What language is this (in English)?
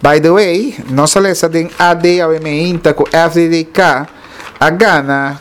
Papiamento